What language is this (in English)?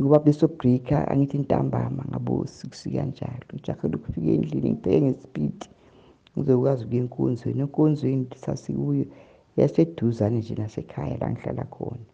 Zulu